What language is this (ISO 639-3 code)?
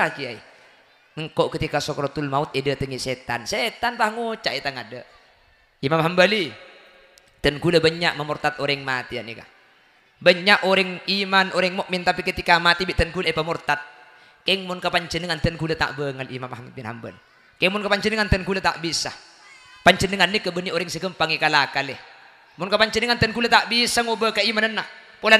mad